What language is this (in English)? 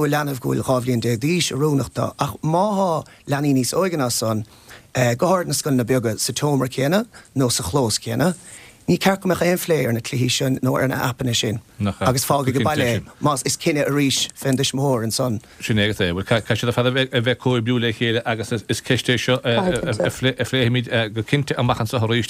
Irish